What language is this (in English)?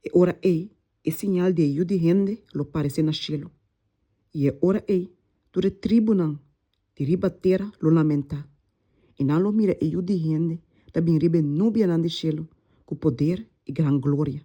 Papiamento